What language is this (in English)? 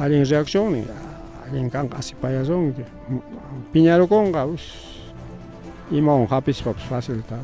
Ayacucho Quechua